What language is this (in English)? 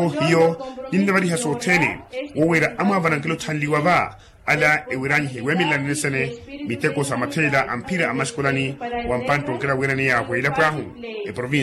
Makhuwa